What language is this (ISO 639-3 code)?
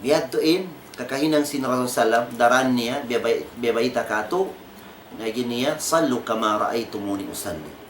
tsg